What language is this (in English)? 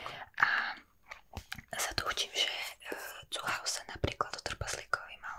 Slovak